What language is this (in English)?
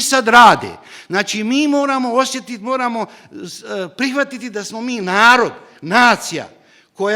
Bosnian